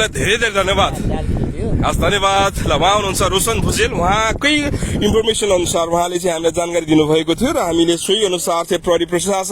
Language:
Nepali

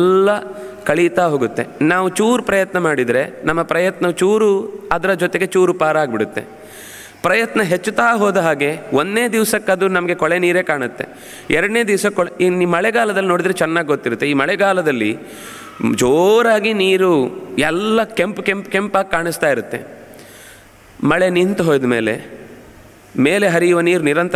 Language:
Kannada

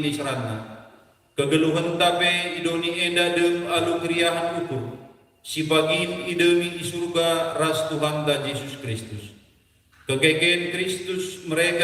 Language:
Batak Karo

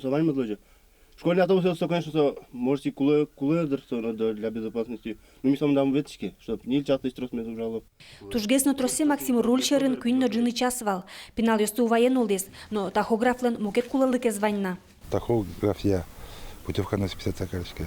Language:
Udmurt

